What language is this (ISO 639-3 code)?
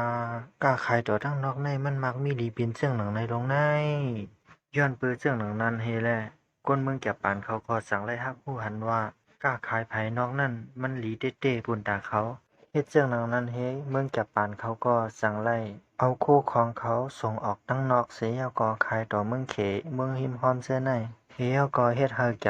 shn